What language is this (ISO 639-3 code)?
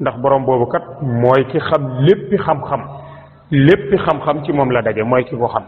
wol